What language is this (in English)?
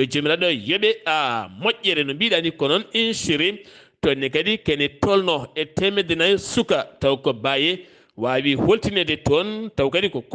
Fula